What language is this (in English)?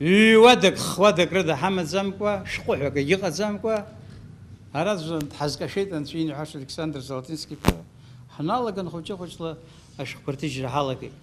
Abkhazian